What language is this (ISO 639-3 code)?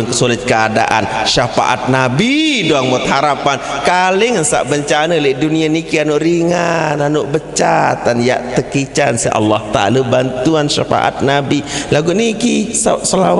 sas